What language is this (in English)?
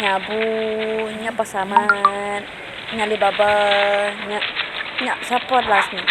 Iban